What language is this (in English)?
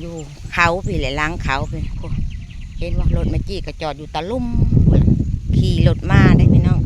Northeastern Thai